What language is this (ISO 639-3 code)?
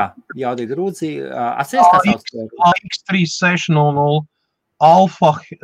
lav